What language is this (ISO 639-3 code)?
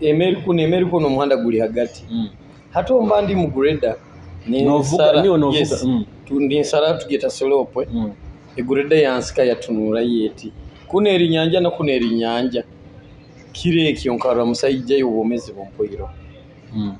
nyo